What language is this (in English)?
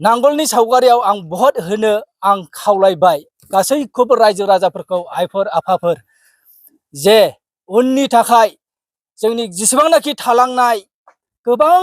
Bodo